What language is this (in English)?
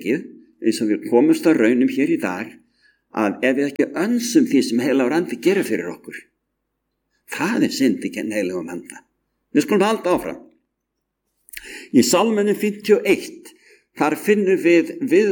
Icelandic